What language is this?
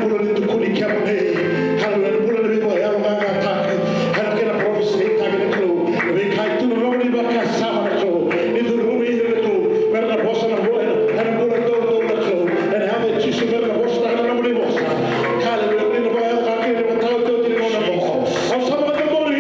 Fijian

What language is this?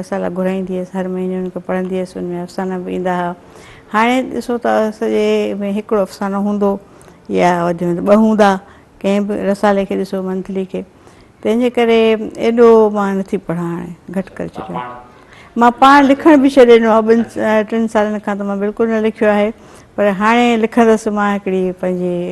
Sindhi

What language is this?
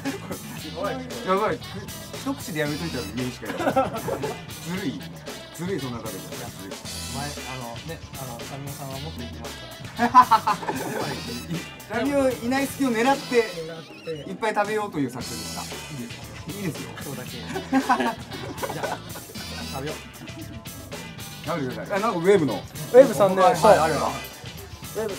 Japanese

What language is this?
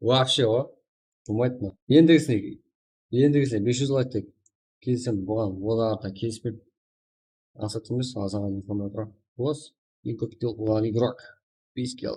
Kara-Kalpak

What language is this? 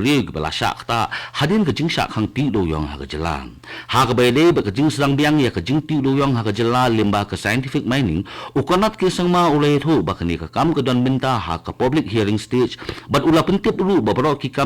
Khasi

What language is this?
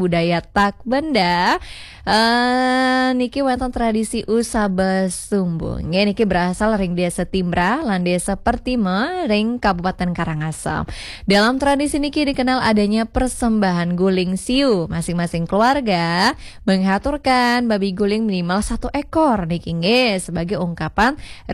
Balinese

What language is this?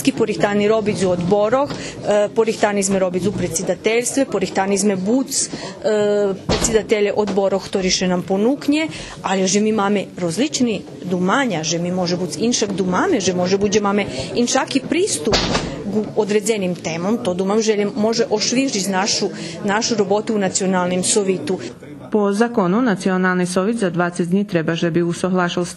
Rusyn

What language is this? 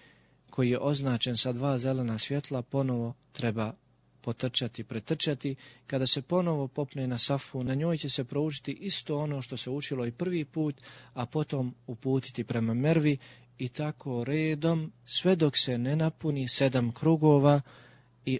Bosnian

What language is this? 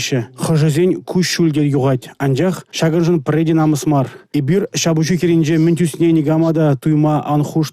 Chuvash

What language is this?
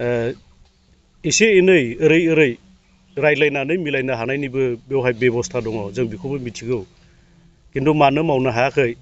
Bodo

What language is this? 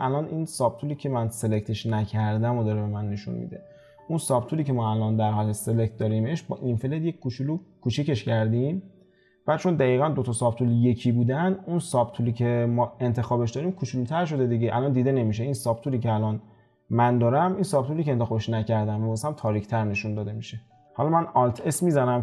Persian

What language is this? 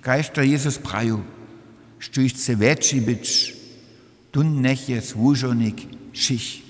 Upper Sorbian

